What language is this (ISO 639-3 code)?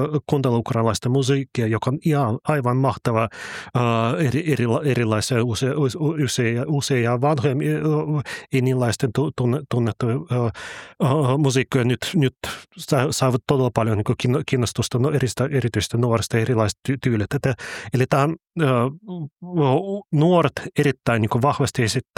fin